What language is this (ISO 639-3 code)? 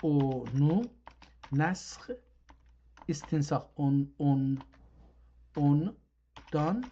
azb